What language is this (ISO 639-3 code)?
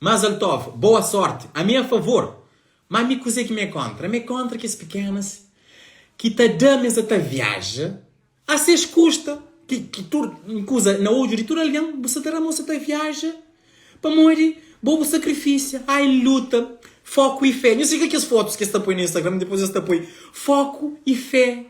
kea